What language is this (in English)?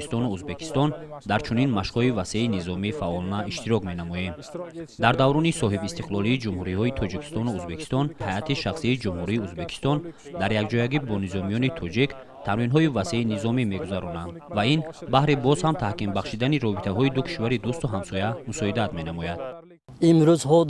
Tajik